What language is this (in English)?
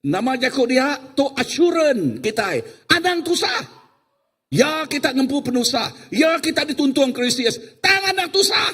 Iban